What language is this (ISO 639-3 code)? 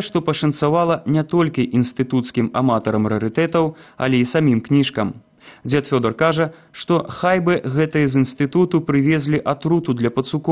bel